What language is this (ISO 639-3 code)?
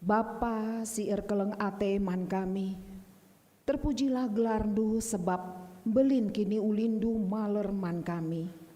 btx